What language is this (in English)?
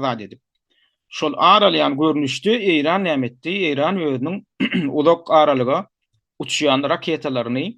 Turkmen